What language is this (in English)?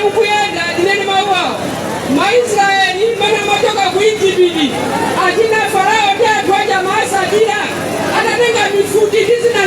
Nyanja